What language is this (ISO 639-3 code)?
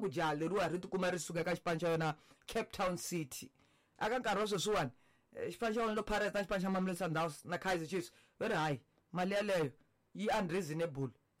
tso